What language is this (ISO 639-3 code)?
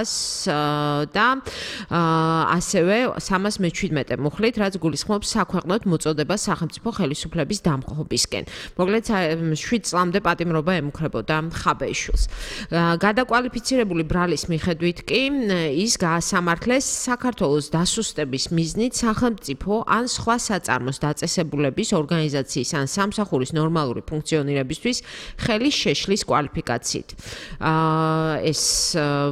kat